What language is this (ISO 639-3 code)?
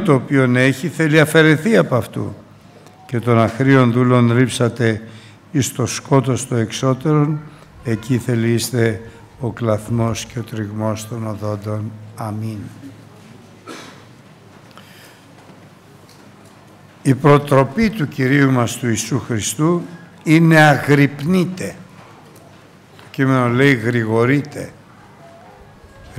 ell